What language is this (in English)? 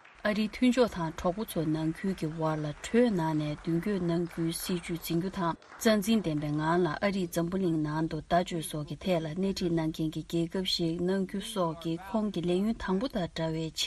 Tibetan